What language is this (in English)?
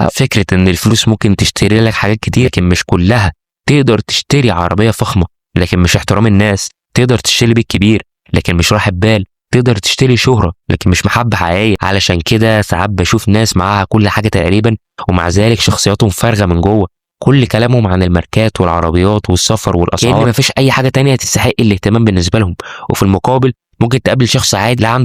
Egyptian Arabic